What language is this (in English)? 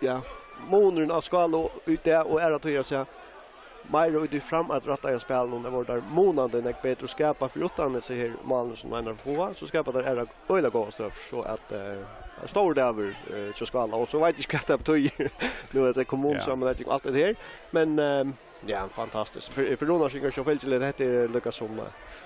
Faroese